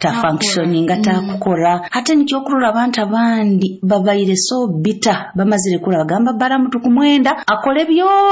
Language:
Nyoro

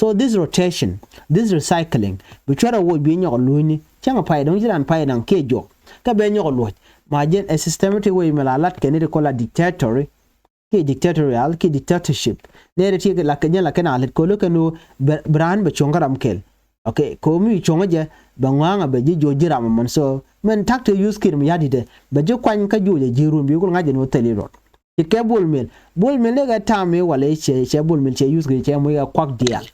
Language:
Nuer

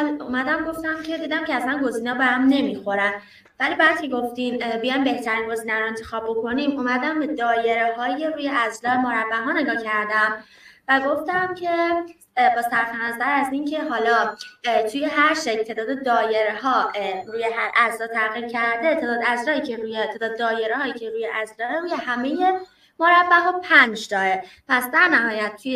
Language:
Persian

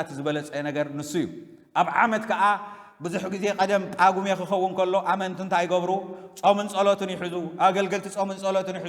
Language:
Tigrinya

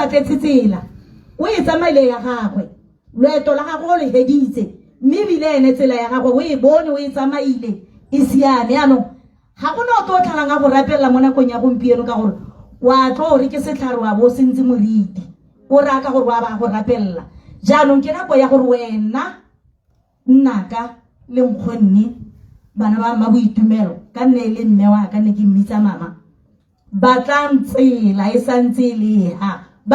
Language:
Tswana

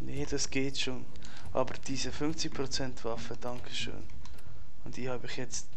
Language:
Swiss German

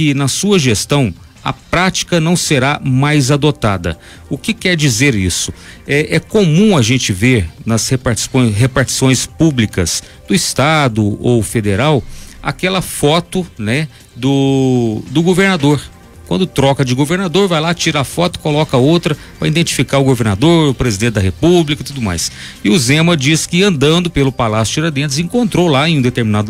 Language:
Portuguese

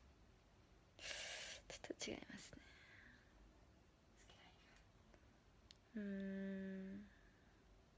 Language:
Japanese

